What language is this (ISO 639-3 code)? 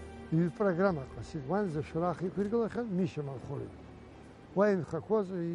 abk